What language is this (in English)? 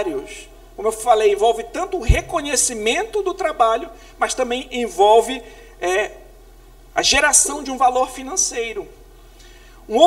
Portuguese